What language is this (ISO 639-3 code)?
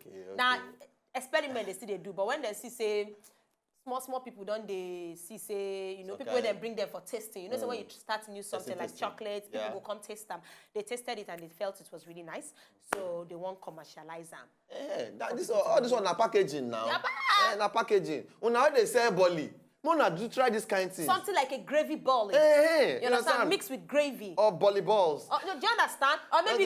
pcm